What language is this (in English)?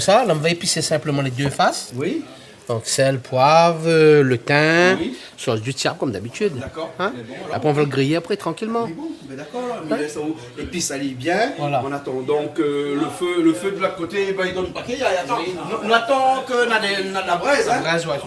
Réunion Creole French